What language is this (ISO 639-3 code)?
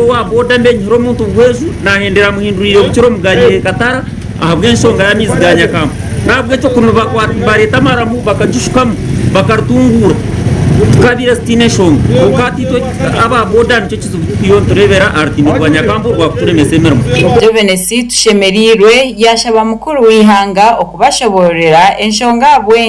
nyn